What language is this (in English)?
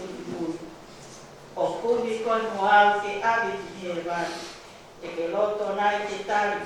Tongan